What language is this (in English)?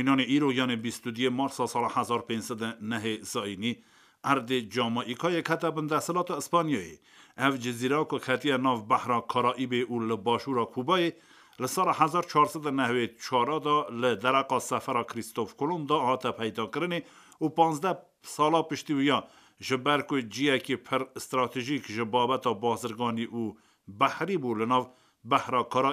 Kurdish